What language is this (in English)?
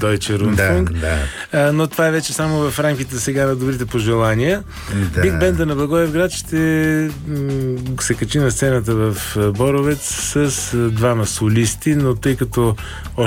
Bulgarian